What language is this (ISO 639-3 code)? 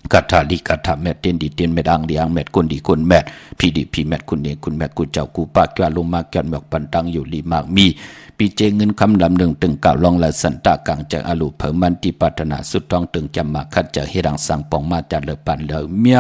shn